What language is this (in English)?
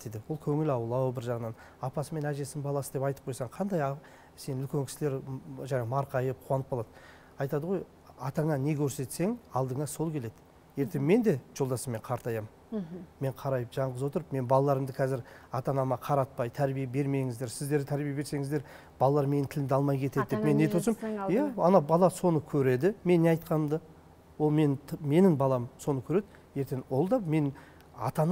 Kazakh